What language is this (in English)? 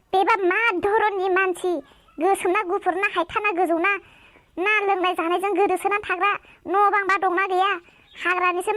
Bodo